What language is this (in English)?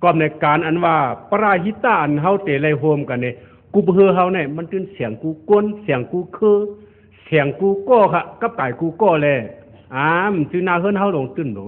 Shan